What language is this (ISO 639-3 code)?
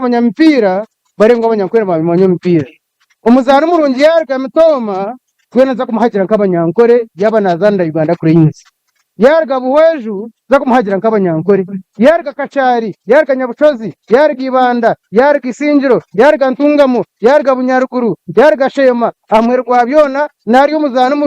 nyn